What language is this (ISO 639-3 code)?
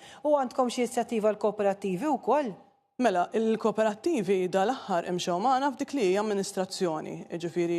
mlt